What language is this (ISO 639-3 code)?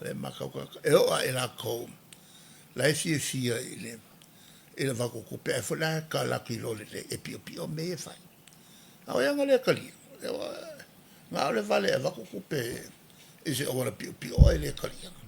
smo